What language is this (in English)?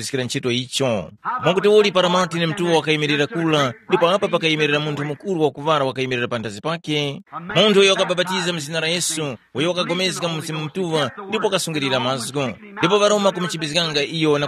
Tumbuka